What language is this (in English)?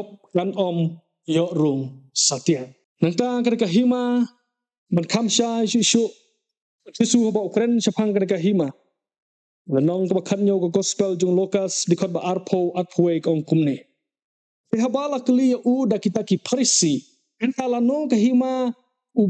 Khasi